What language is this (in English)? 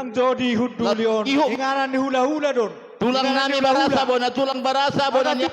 Batak Toba